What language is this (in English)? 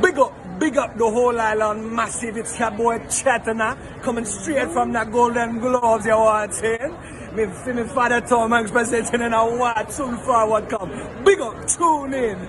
Jamaican Creole English